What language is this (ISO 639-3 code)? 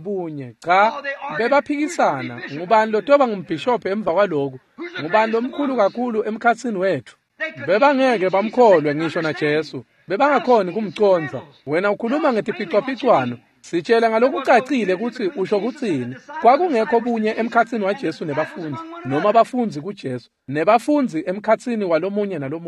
ssw